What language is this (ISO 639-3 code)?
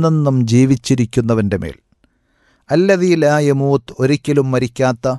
mal